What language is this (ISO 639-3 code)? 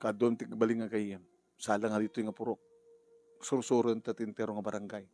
ilo